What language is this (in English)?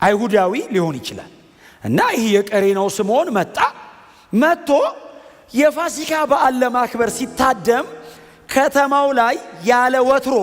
Amharic